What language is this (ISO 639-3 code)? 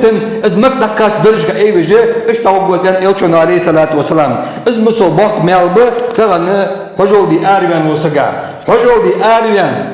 inh